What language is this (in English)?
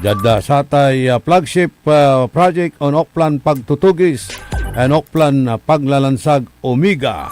Pangasinan